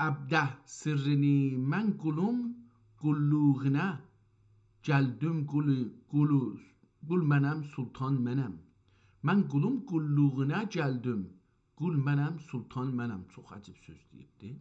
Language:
South Azerbaijani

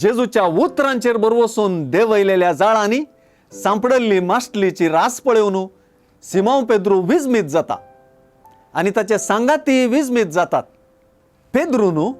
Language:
Konkani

